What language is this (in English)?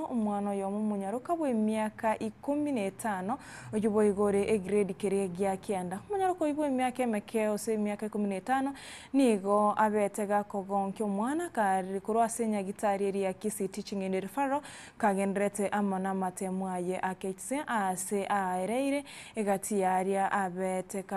Gusii